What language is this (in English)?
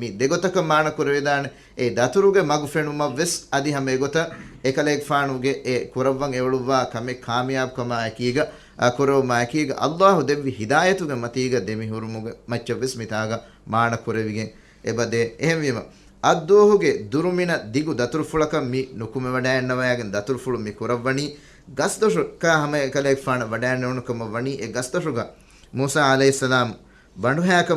Divehi